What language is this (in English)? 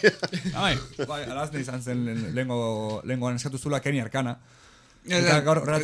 Basque